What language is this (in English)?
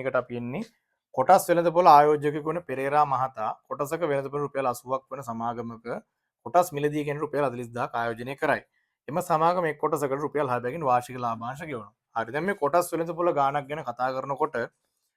Sinhala